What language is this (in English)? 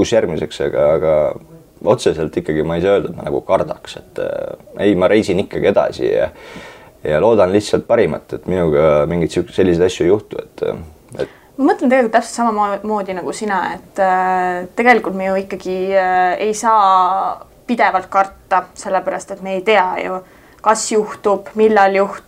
Estonian